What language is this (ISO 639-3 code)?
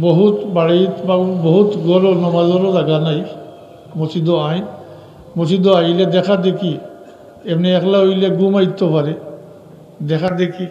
syl